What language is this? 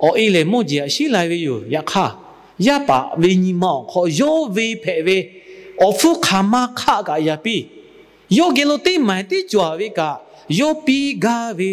Lahu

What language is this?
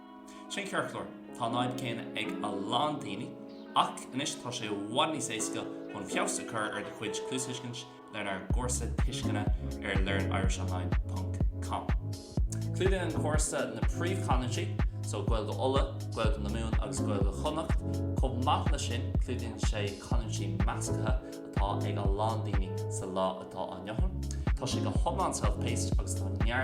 Irish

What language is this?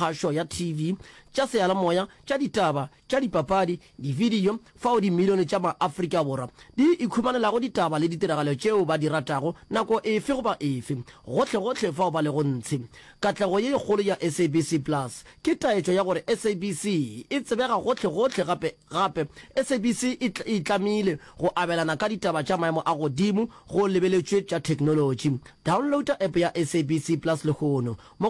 Northern Sotho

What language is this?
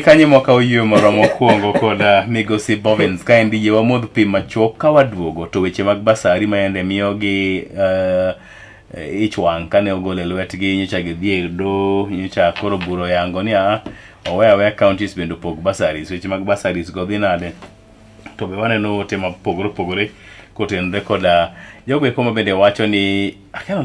Luo (Kenya and Tanzania)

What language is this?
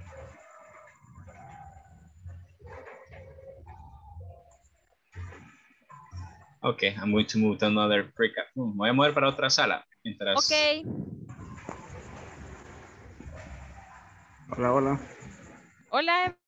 Spanish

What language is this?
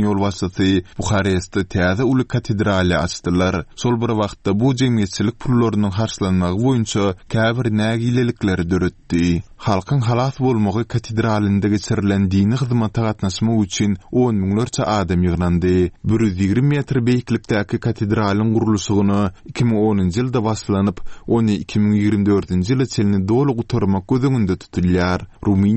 Turkmen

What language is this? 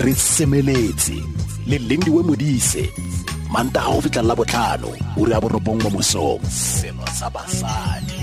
Tswana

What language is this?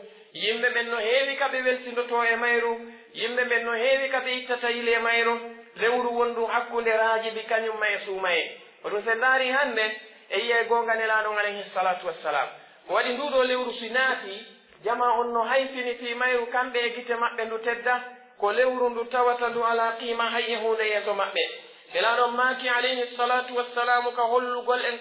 Pular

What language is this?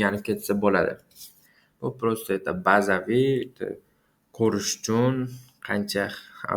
Uzbek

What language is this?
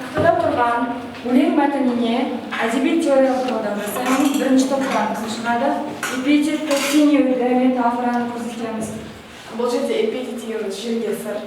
Kazakh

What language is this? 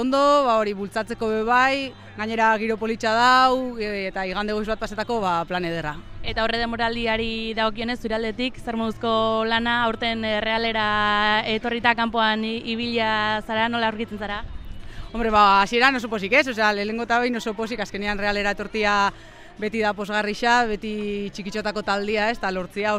Basque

